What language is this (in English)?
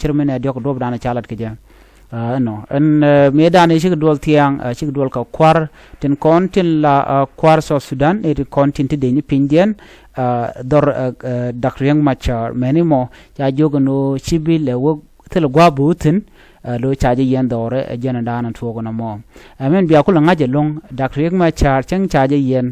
Nuer